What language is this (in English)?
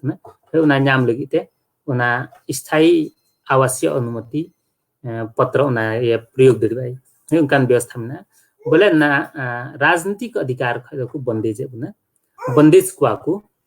Santali